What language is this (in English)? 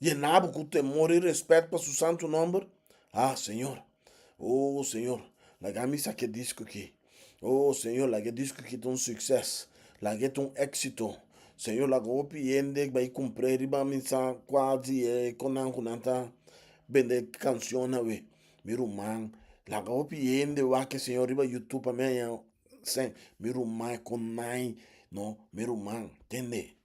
Papiamento